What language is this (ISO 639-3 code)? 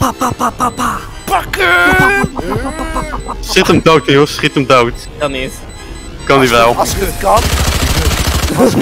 nld